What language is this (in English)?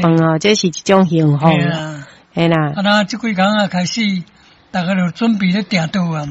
Min Nan Chinese